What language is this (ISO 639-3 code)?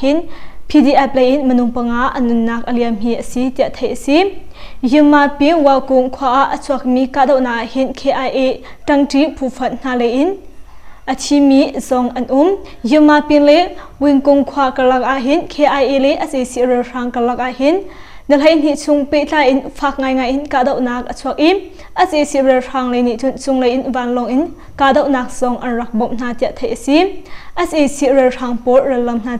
cnh